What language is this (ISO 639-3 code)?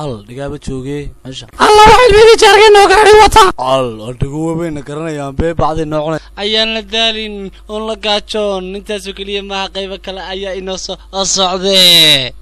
som